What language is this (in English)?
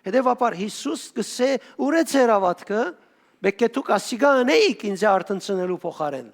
Western Armenian